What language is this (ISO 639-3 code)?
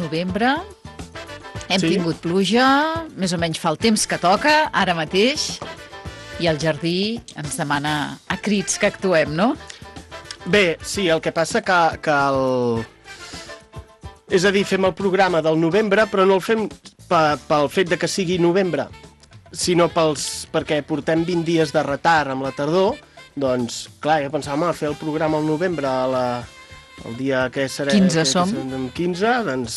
cat